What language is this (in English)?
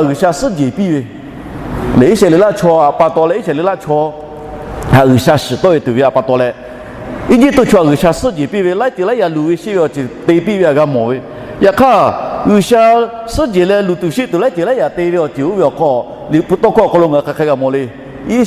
Lahu